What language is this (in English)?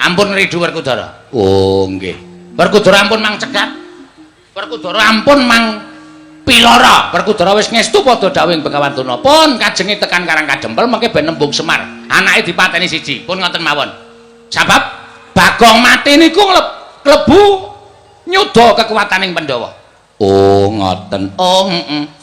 Javanese